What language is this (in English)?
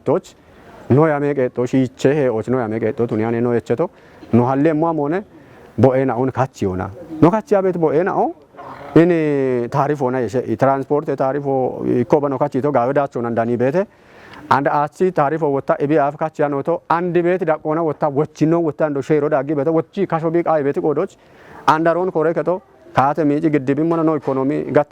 Kafa